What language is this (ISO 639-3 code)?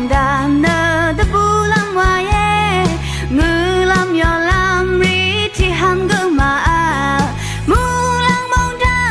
raw